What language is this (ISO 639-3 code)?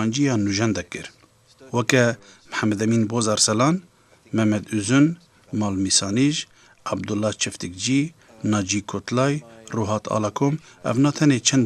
kur